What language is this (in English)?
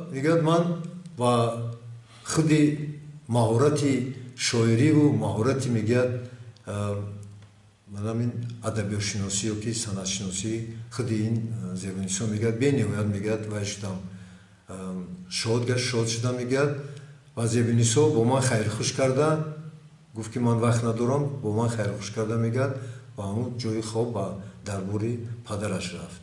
Tajik